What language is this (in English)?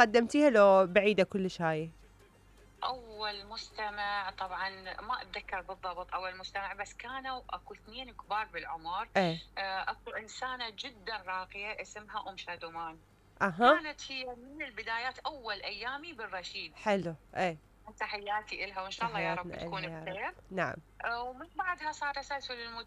Mesopotamian Arabic